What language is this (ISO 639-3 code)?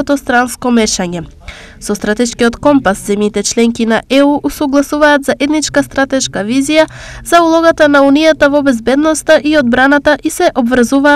mkd